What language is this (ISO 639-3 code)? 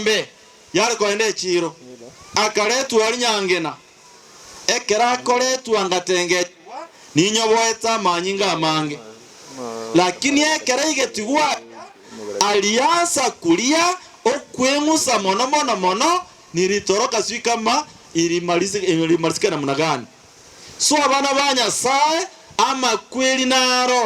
guz